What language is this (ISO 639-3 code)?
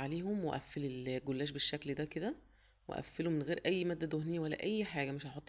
arz